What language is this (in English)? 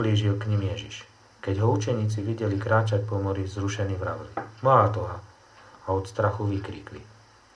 Slovak